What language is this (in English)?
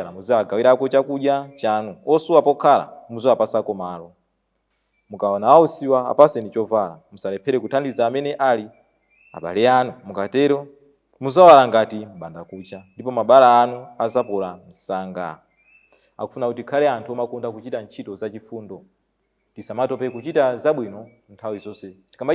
Nyanja